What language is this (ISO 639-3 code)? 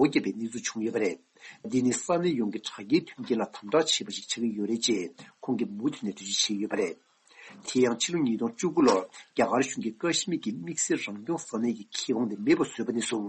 bod